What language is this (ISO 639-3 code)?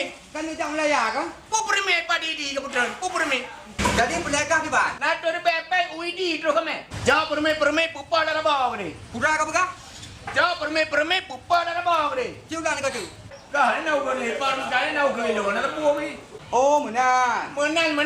ace